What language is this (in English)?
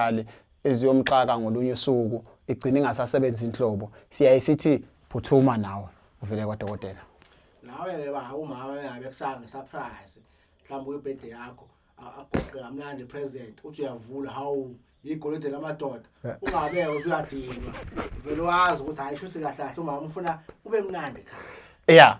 Zulu